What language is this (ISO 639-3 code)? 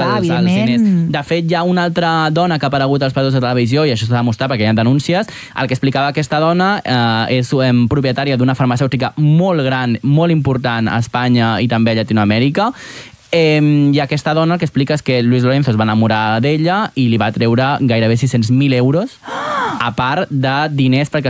cat